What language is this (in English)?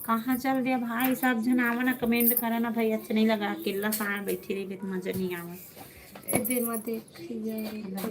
Chhattisgarhi